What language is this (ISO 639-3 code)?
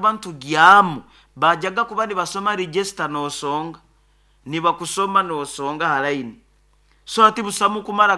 nyo